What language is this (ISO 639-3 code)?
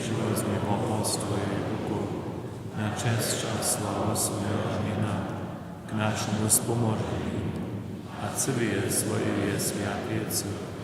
hsb